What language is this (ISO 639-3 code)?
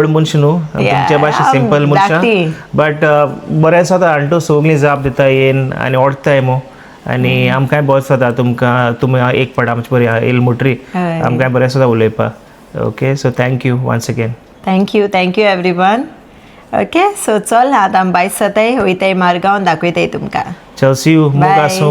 kok